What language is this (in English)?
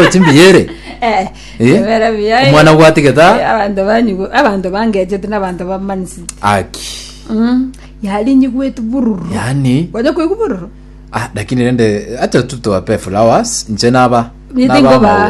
Gusii